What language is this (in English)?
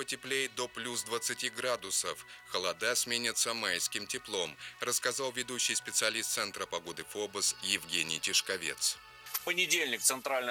Russian